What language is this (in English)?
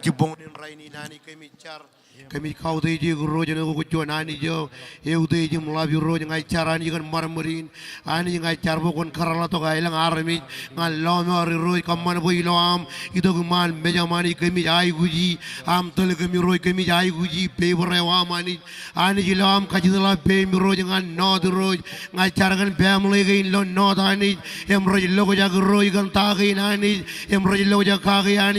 Marshallese